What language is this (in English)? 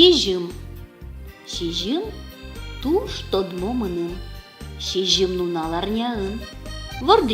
Udmurt